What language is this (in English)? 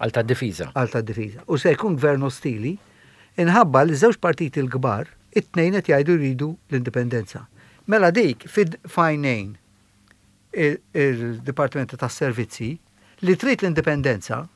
Maltese